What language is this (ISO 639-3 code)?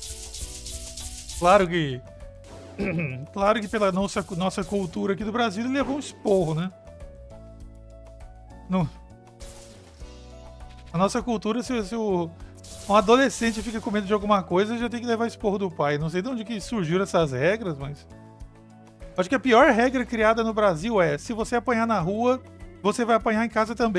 por